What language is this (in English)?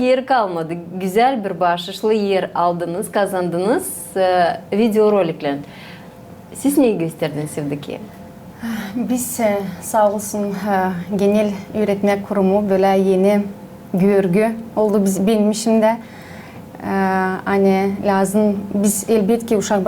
Gagauz